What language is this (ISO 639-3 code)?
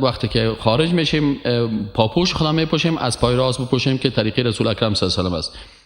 fas